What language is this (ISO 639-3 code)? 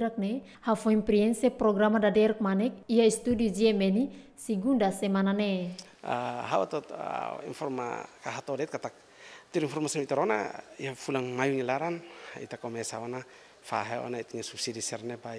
tet